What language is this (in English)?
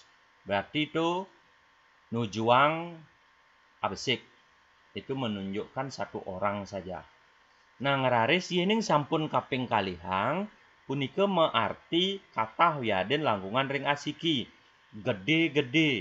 Balinese